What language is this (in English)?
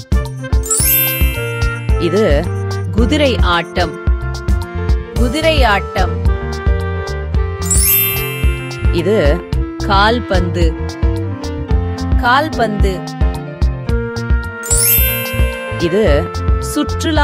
Tamil